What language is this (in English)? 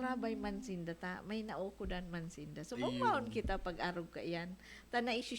Bikol